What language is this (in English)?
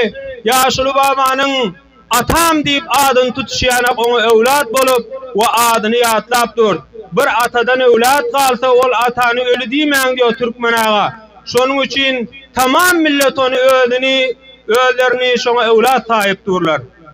Turkmen